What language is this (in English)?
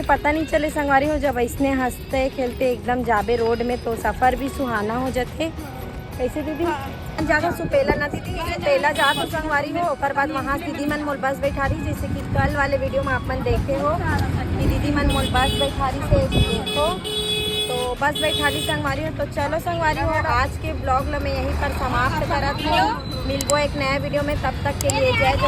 Chhattisgarhi